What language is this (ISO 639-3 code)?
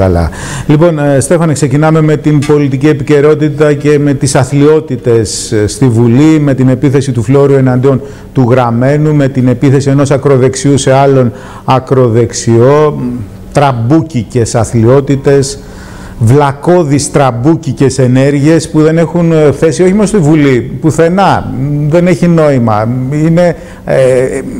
ell